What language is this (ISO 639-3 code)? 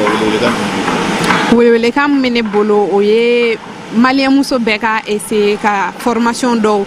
bam